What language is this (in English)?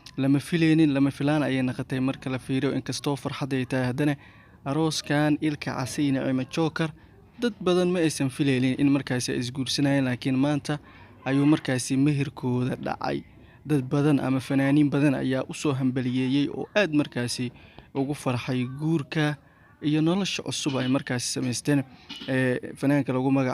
Somali